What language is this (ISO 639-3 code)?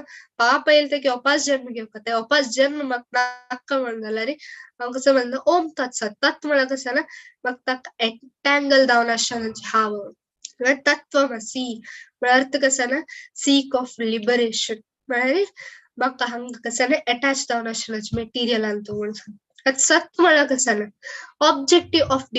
kok